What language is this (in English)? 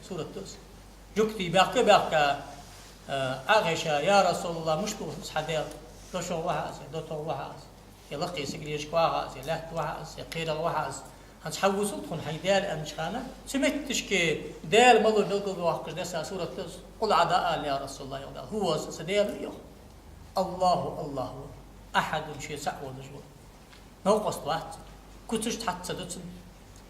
Ingush